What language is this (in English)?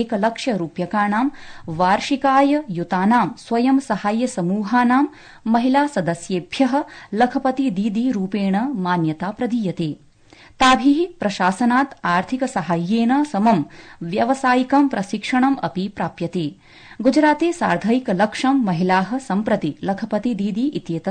Sanskrit